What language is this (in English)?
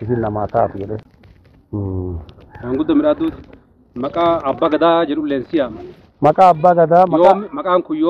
Oromo